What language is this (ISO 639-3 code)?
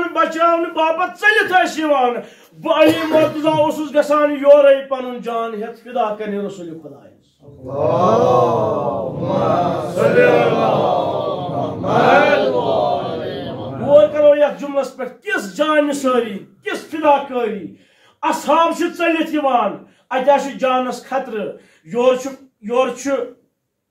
kas